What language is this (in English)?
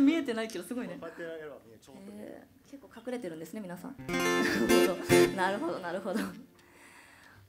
Japanese